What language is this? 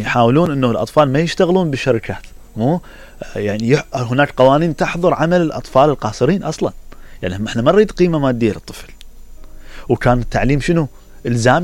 Mesopotamian Arabic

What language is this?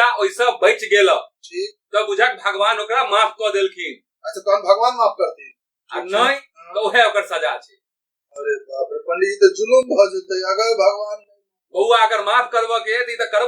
Maithili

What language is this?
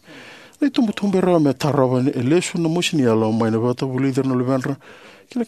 Fijian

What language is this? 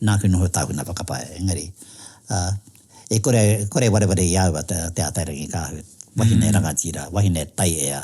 Māori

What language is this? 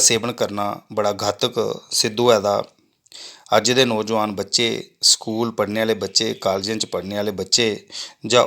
Dogri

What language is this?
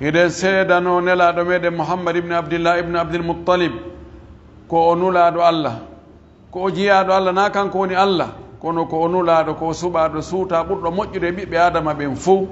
Pular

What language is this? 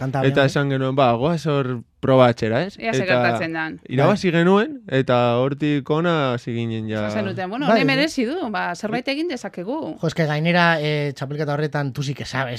Basque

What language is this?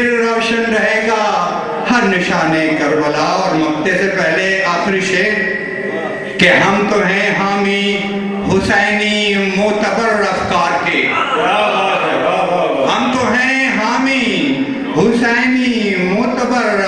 Urdu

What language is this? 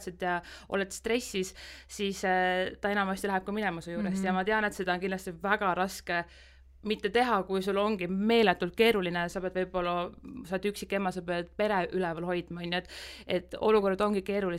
Estonian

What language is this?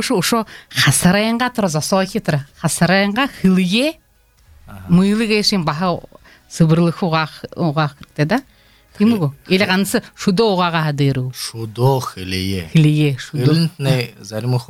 Belarusian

